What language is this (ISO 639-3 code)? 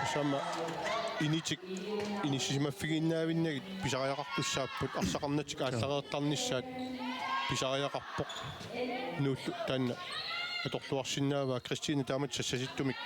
kal